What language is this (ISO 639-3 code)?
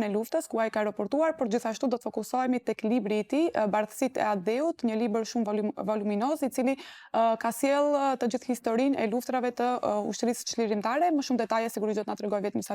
sqi